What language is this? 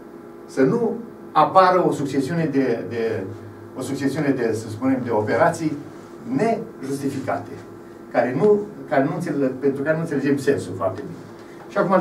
Romanian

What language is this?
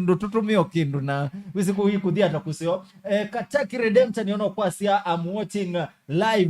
Kamba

